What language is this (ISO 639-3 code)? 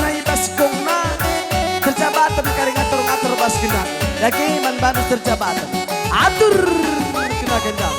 btx